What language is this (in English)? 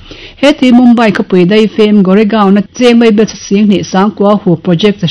Mizo